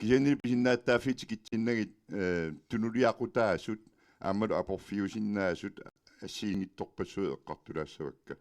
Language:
Kalaallisut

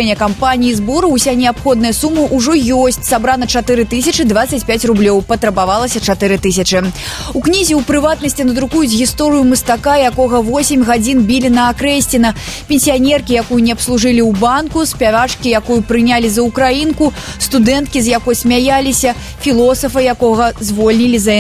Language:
Belarusian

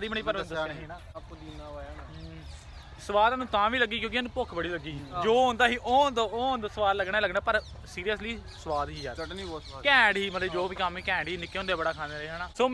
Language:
Punjabi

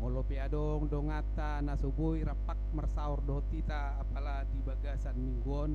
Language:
Batak Toba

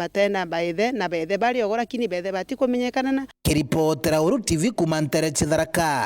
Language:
Meru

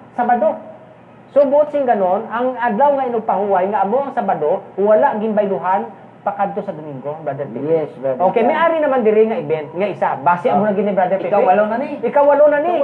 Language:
Hiligaynon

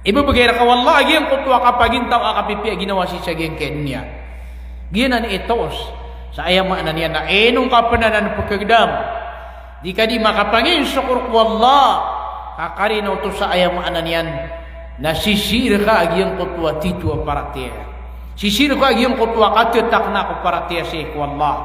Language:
Maranao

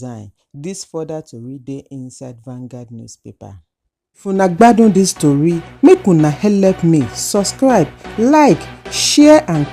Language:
Nigerian Pidgin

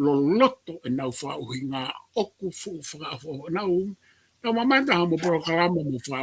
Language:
Tongan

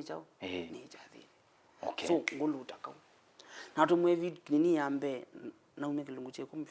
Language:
Kamba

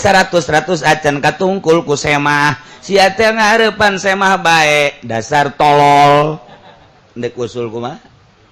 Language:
Sundanese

